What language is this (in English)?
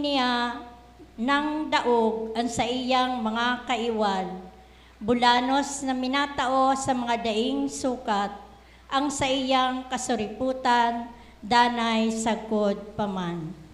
Bikol